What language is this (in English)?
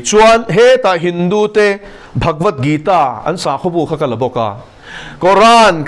Mizo